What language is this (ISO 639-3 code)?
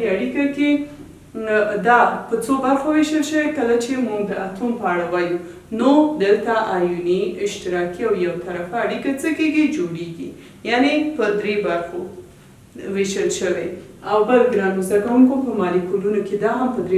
pus